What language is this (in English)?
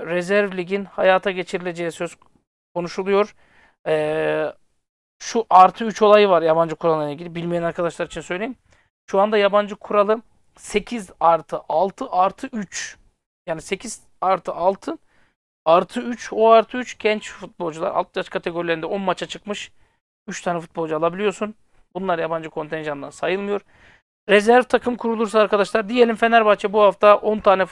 Turkish